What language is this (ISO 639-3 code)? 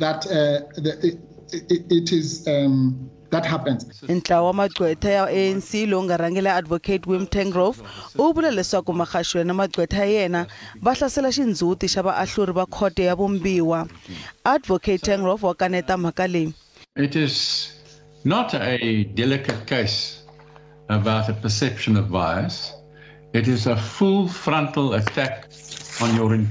tso